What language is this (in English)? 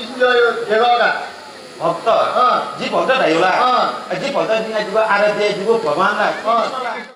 Newari